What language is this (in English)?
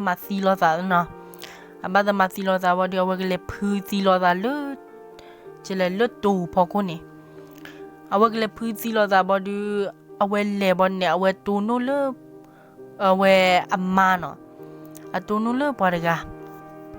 S'gaw Karen